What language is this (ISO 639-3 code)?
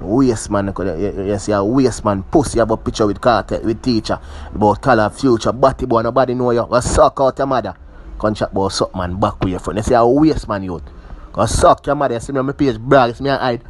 jam